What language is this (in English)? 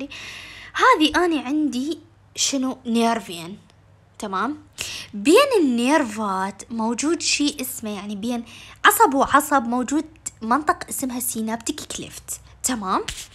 Mesopotamian Arabic